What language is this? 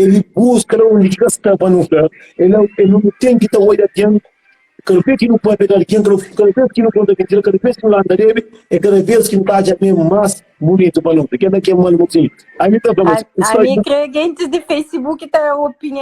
Kabuverdianu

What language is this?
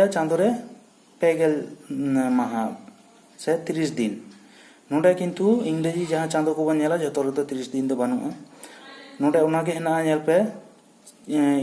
Santali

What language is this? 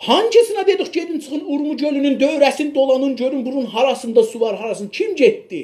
South Azerbaijani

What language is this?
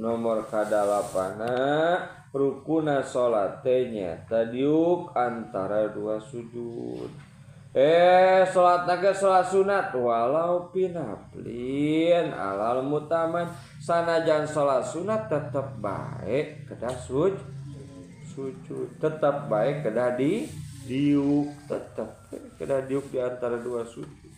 Sundanese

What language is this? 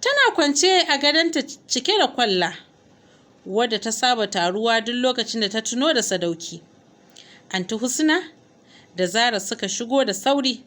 Hausa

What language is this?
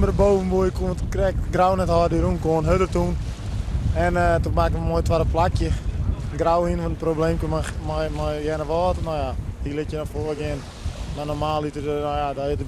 Western Frisian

